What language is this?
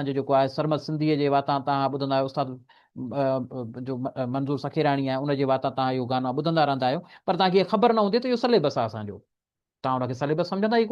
Sindhi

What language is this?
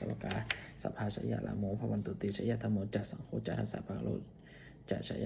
Pali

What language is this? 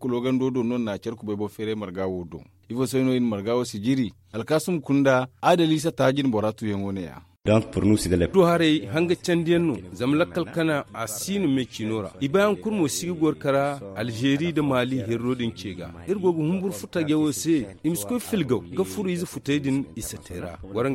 Zarma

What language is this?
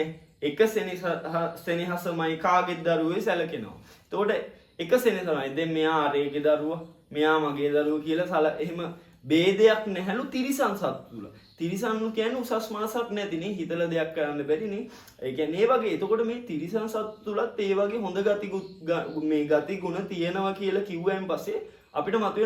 Sinhala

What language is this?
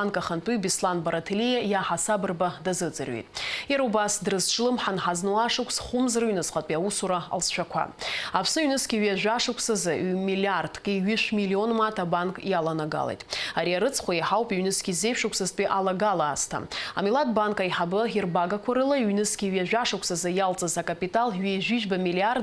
Abkhazian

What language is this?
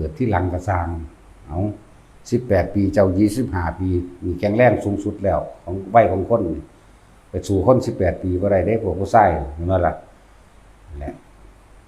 Northeastern Thai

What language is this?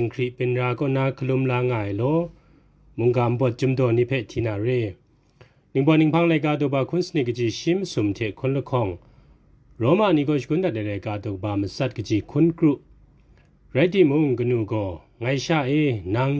Kachin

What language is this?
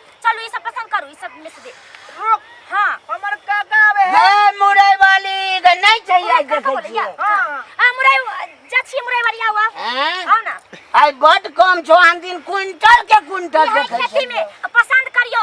Maithili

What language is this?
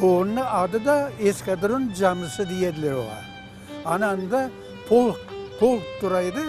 Crimean Tatar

